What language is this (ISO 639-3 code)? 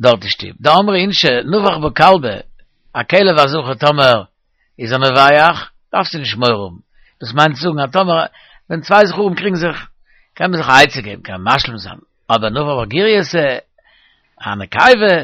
yid